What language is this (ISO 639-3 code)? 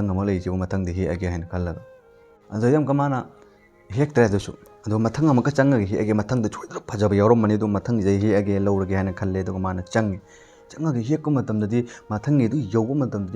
mni